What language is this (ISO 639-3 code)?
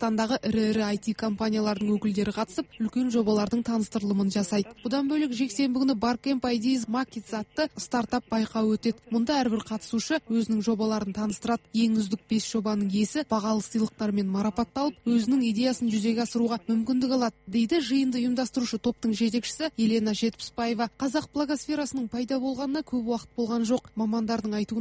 kaz